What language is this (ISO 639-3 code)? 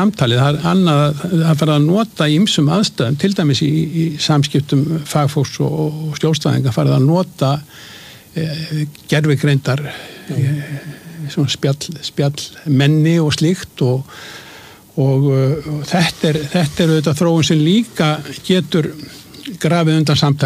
isl